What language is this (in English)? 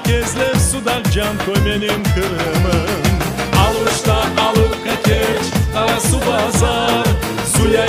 Crimean Tatar